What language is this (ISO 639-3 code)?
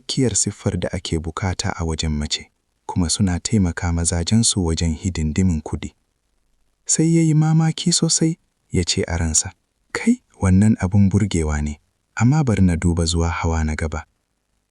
hau